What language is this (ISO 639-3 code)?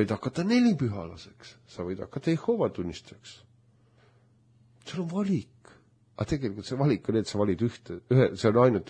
est